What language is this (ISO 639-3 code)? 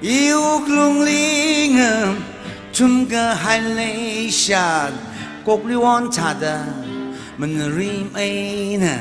nmf